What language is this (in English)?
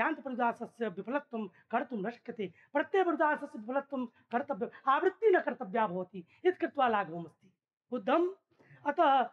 Sanskrit